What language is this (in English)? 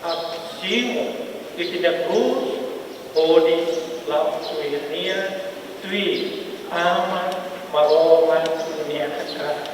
Tetum